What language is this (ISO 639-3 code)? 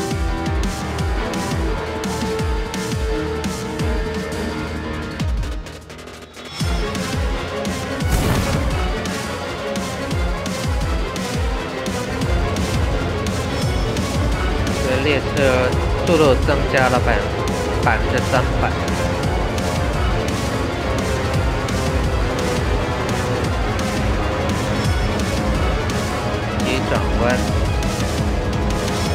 zho